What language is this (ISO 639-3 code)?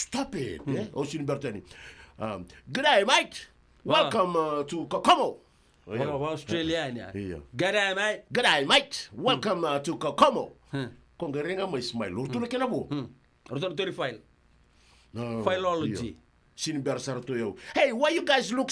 fij